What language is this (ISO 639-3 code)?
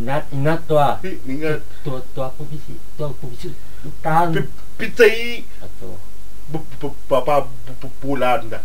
iba